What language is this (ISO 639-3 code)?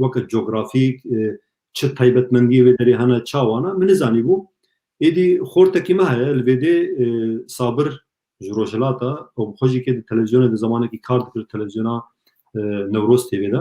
kur